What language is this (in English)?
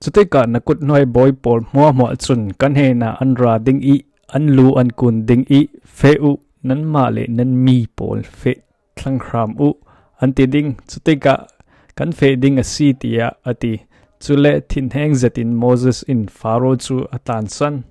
Falam Chin